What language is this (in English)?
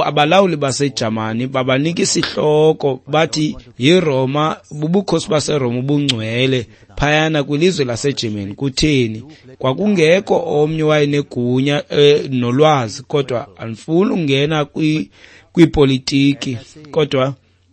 Xhosa